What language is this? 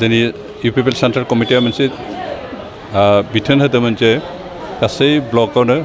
Bodo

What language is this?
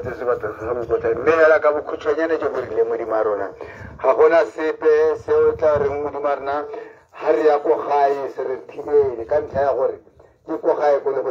Tswana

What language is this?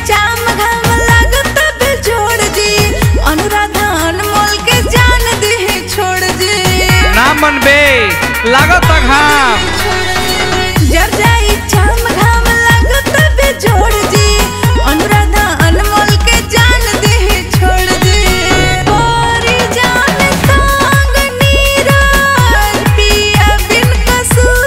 Bhojpuri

